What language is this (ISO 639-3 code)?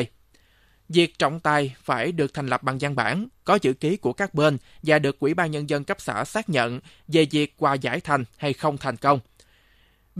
vie